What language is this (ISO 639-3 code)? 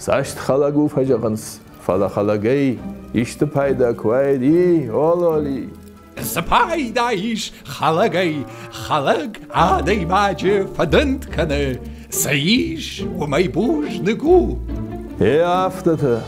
oss